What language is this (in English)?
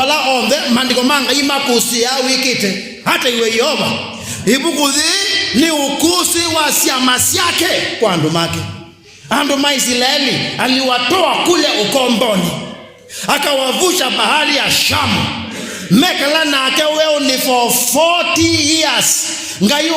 Kamba